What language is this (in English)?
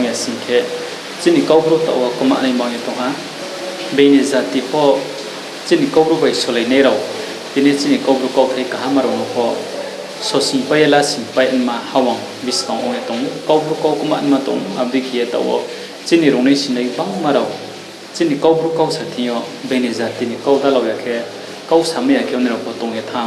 Riang (India)